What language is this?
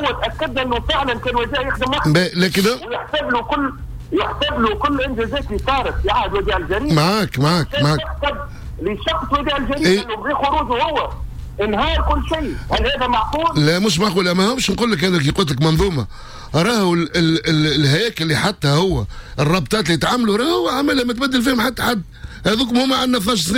Tunisian Arabic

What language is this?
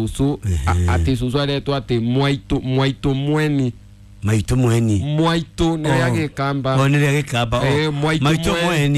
Kikuyu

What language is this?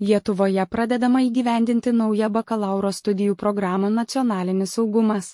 Lithuanian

